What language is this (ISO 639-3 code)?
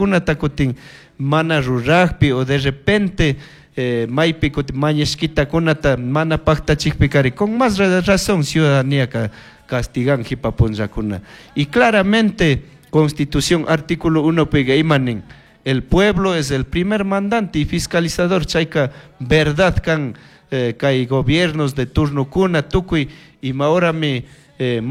qug